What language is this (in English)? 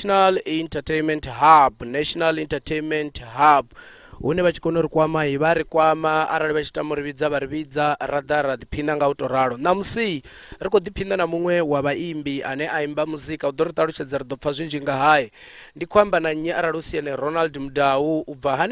Venda